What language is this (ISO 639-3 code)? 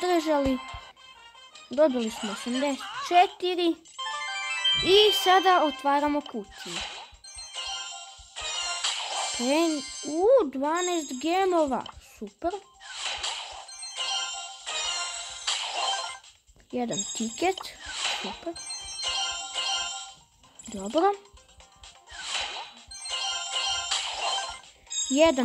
srp